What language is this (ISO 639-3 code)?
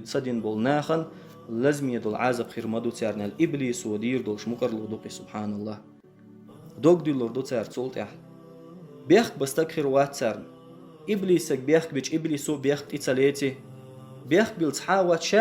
che